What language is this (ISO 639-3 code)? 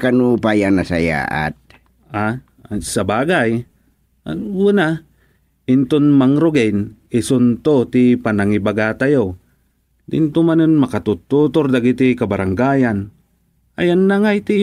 ilo